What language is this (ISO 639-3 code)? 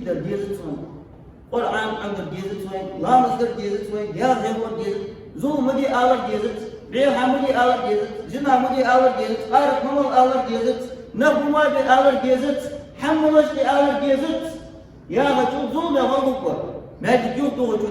inh